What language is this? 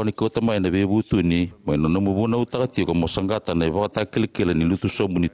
Fijian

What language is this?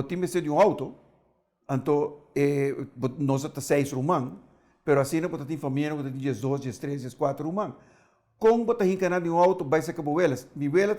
Papiamento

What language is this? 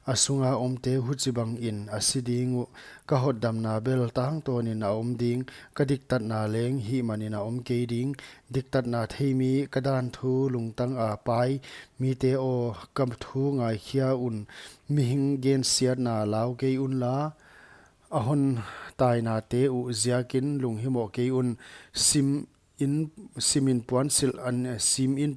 Paite Chin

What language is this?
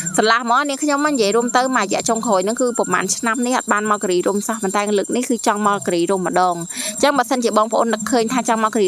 Khmer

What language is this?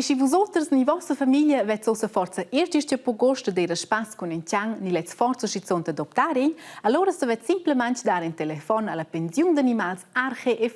Romansh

